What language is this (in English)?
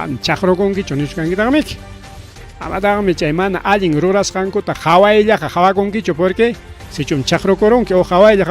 Ayacucho Quechua